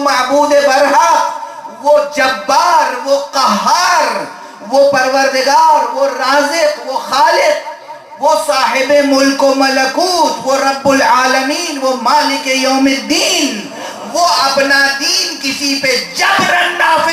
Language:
Urdu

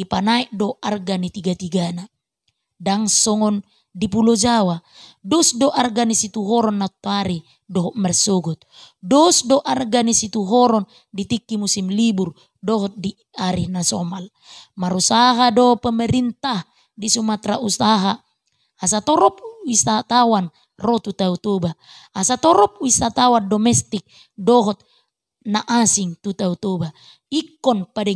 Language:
Batak Toba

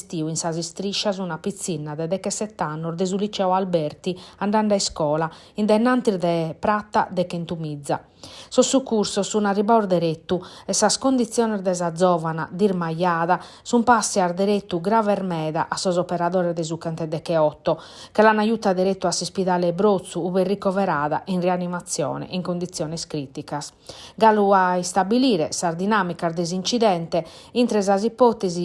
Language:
Sardinian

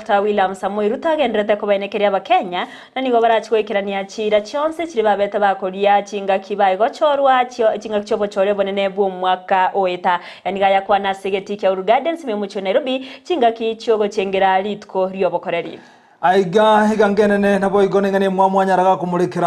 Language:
Gusii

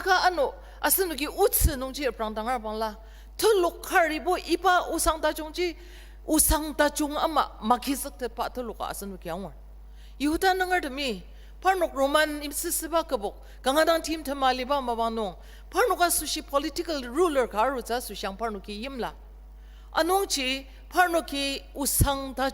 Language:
Ao Naga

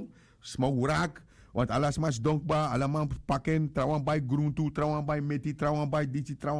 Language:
Sranan Tongo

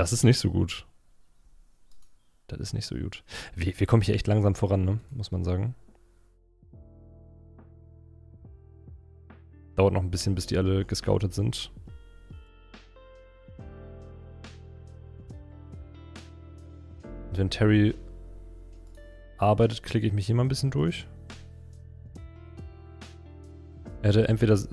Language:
German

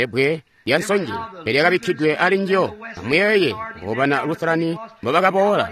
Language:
Tonga (Zambia)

